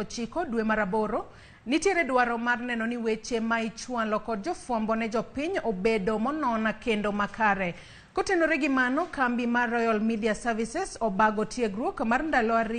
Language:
Luo (Kenya and Tanzania)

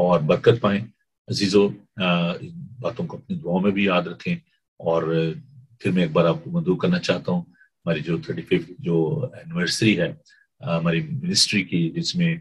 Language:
Urdu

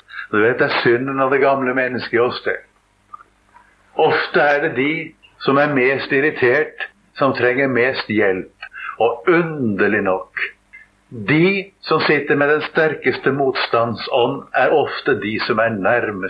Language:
Norwegian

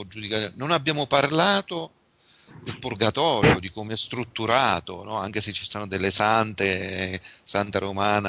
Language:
Italian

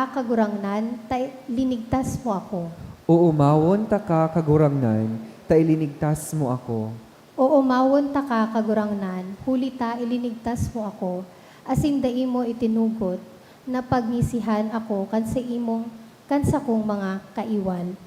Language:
Bikol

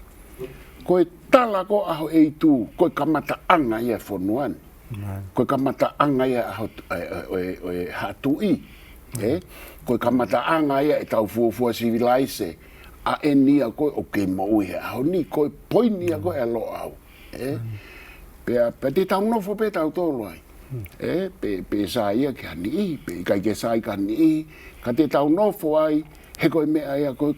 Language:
Tongan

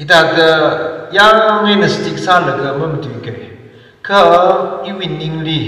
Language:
Tangkhul Naga (India)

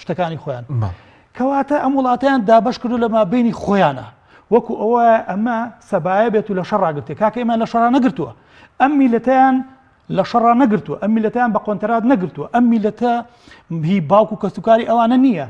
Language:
Central Kurdish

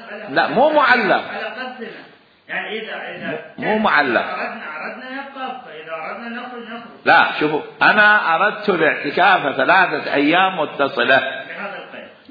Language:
Mesopotamian Arabic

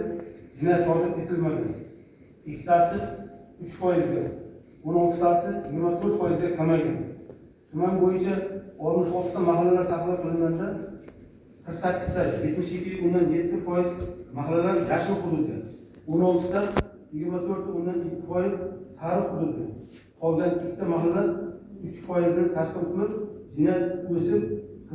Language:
Uzbek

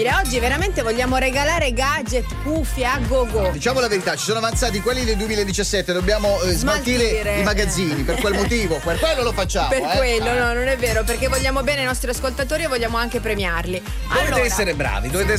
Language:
Italian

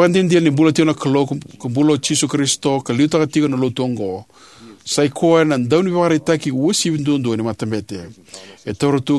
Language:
Fijian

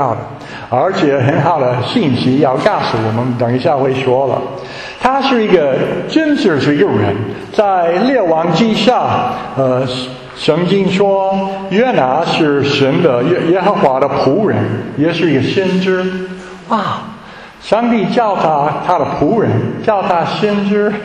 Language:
Chinese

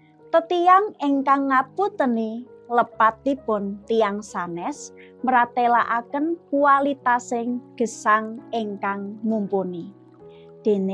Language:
Javanese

